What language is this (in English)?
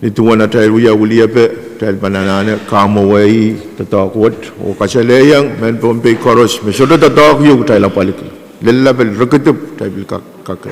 Pohnpeian